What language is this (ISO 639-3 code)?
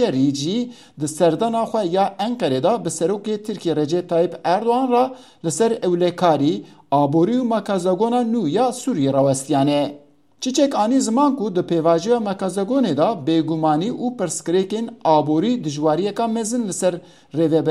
kur